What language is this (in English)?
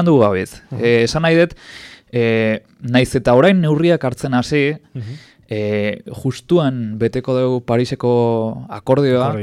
Basque